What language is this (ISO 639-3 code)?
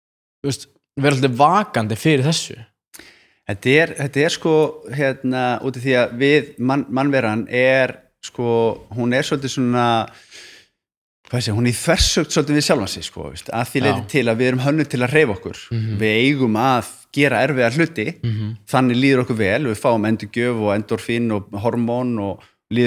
isl